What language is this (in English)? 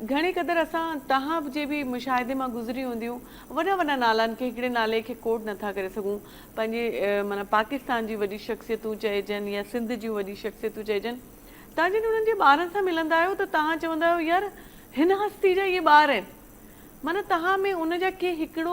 Sindhi